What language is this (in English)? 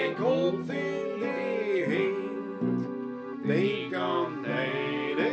Bavarian